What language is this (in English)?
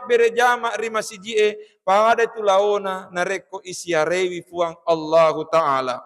Buginese